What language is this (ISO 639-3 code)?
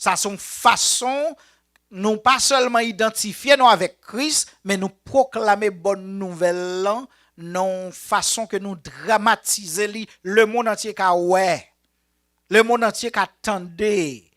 hat